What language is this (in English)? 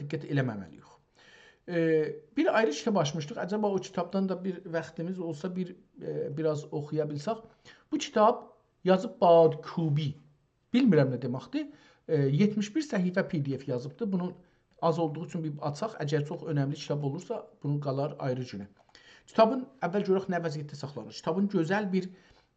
South Azerbaijani